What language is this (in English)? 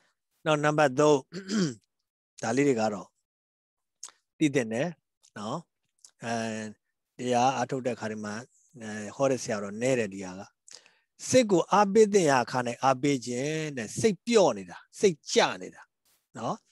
Burmese